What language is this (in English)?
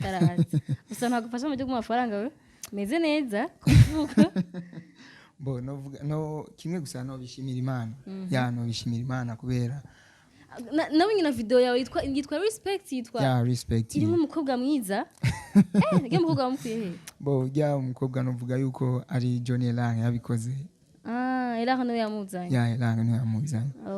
Rundi